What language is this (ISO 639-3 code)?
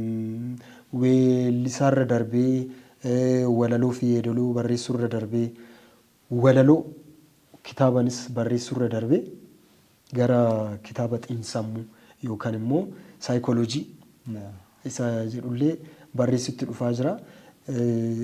orm